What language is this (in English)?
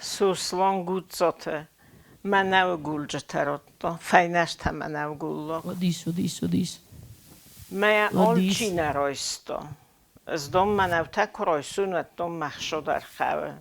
Ossetic